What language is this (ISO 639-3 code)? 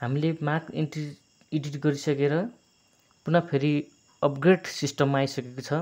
nep